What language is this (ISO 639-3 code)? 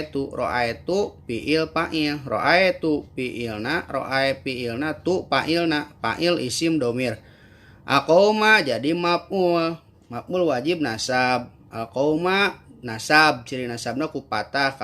sun